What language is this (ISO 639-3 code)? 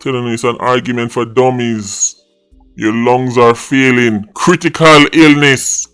jam